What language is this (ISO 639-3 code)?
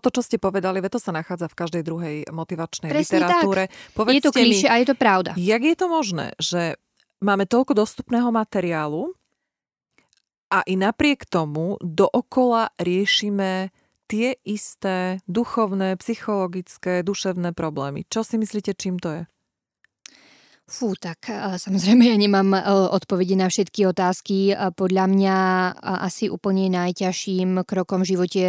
slk